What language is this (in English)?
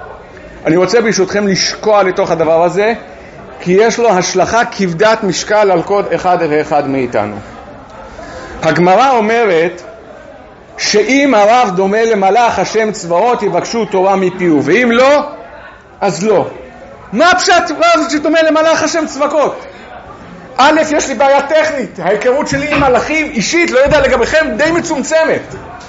Hebrew